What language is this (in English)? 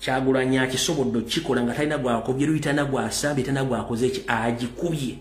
Ganda